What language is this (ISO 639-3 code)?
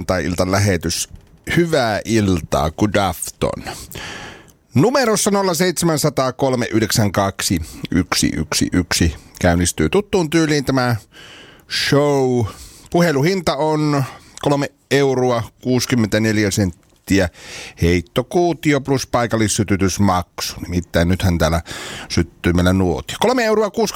fin